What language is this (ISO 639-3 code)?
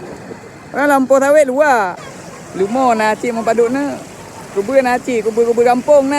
ace